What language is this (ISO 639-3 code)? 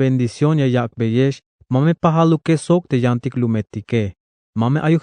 tzh